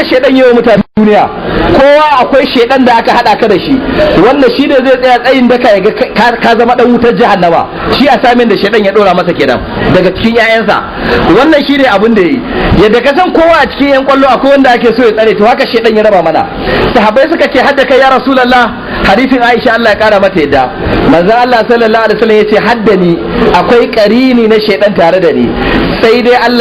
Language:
Hausa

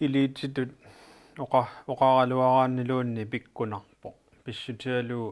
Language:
Kalaallisut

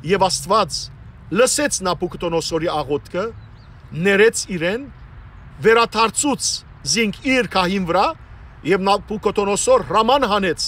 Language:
Western Armenian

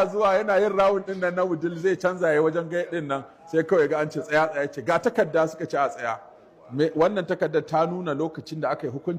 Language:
Hausa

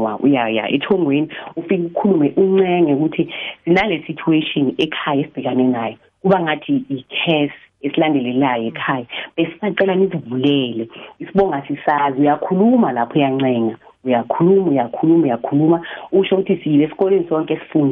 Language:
South Ndebele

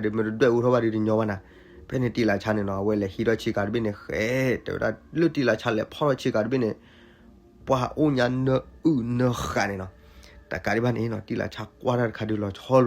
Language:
S'gaw Karen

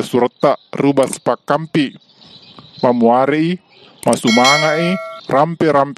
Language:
Buginese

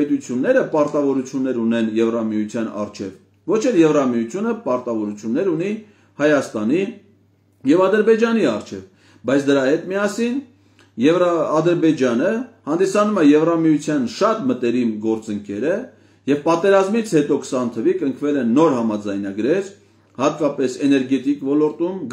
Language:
Armenian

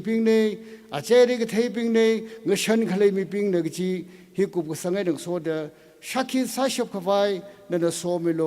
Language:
Tangkhul Naga (India)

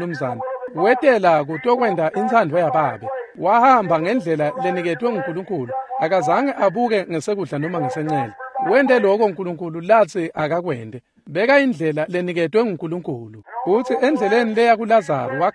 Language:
Swati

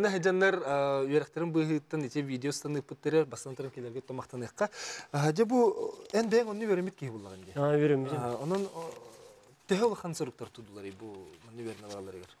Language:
Yakut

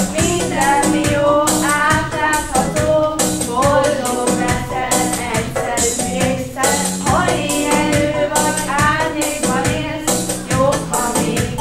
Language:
Hungarian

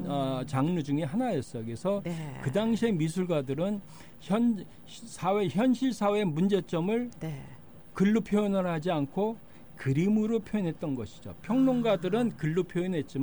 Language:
Korean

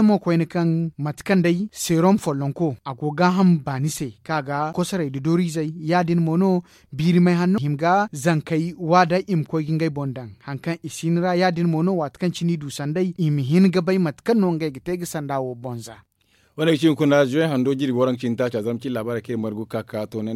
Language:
Zarma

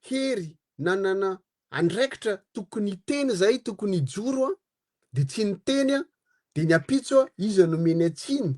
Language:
Malagasy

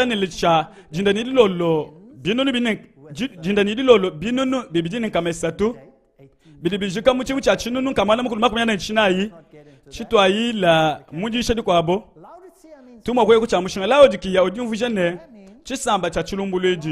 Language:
Luba-Lulua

